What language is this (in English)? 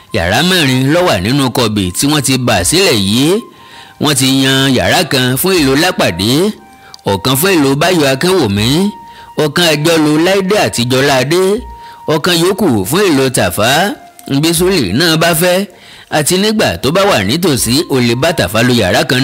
Yoruba